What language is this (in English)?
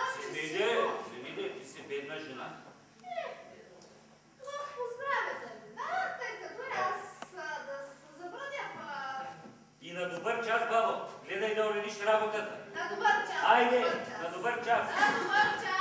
Bulgarian